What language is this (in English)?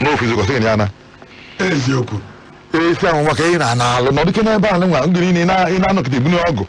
Igbo